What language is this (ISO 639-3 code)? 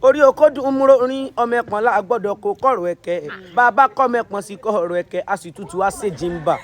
yor